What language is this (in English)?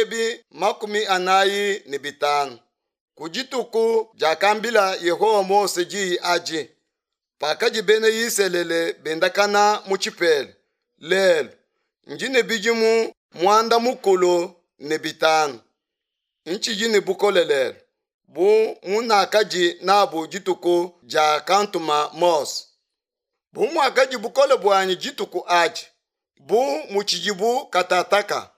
Luba-Lulua